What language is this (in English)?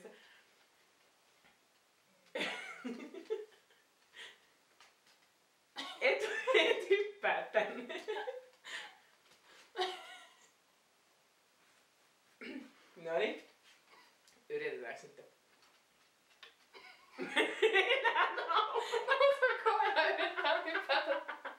Finnish